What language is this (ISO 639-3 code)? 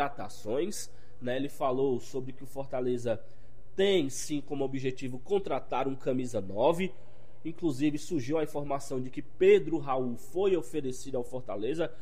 por